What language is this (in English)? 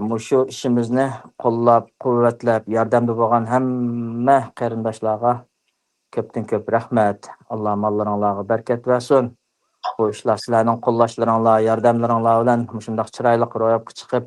Uyghur